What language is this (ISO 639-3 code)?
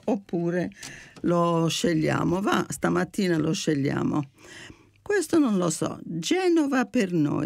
ita